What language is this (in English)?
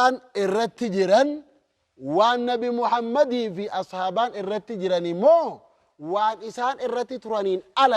Oromo